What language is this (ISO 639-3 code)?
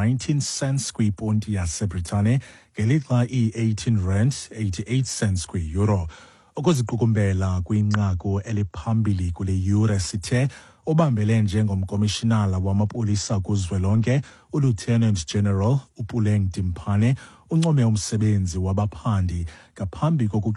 xho